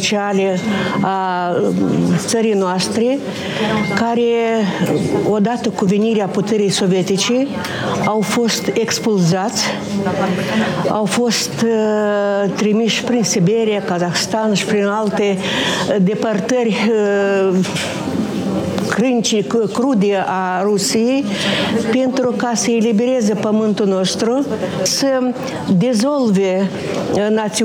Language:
Romanian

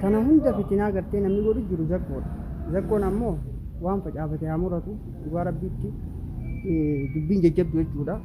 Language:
Oromo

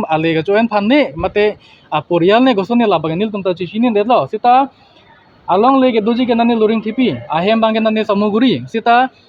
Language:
Karbi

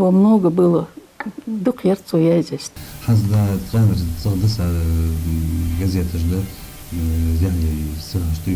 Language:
Ingush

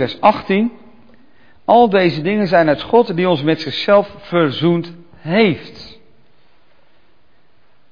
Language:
Dutch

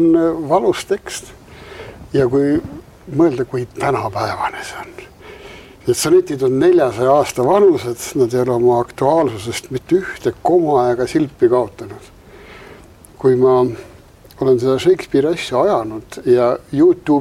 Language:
Estonian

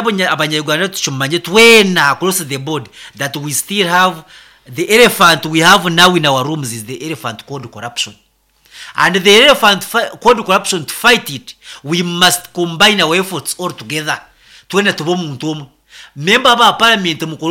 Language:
Nyankole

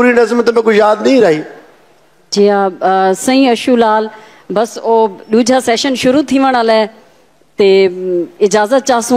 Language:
Saraiki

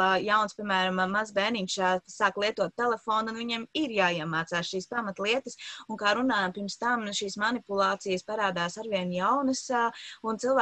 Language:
Latvian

